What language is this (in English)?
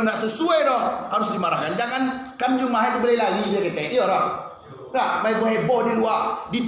Minangkabau